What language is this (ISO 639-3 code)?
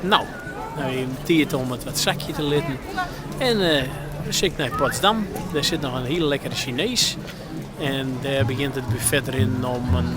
fry